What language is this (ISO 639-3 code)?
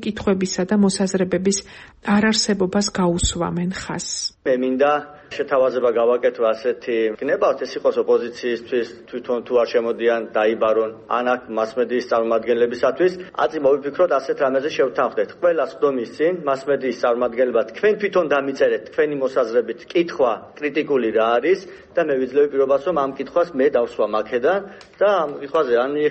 kat